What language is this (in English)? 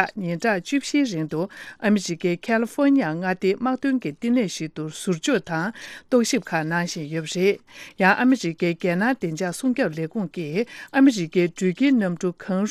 Tibetan